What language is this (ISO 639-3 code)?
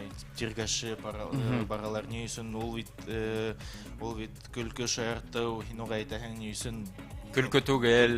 bak